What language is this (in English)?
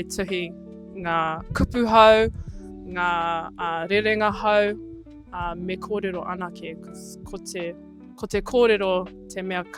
Māori